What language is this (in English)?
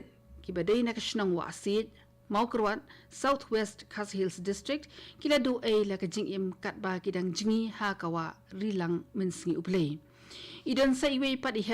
Khasi